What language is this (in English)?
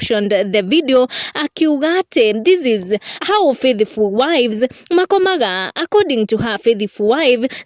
Kikuyu